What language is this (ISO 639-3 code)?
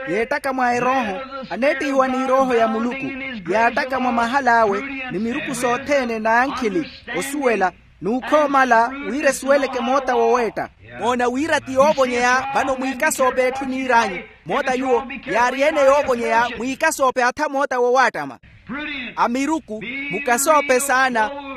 vmw